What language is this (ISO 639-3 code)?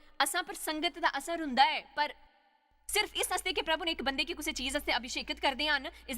doi